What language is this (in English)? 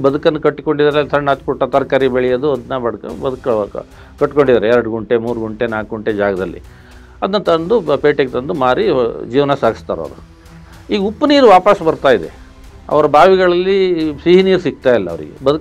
Kannada